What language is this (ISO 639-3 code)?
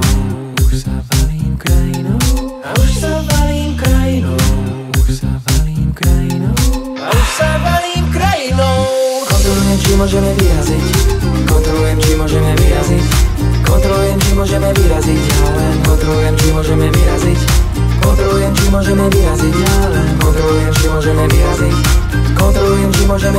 slk